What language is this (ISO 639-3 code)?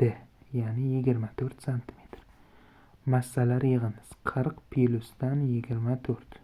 uzb